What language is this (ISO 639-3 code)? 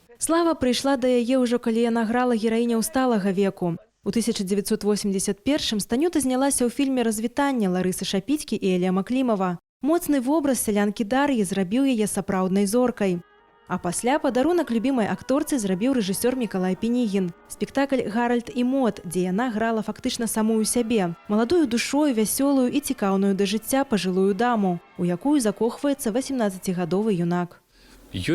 bel